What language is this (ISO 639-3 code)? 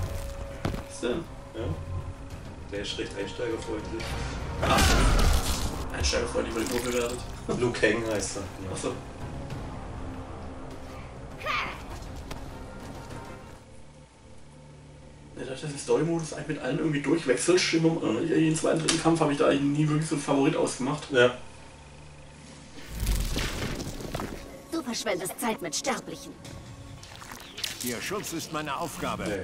deu